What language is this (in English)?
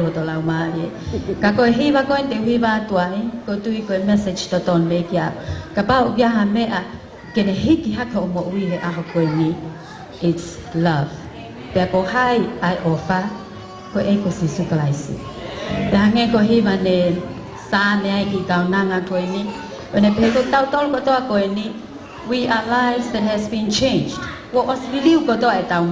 Tongan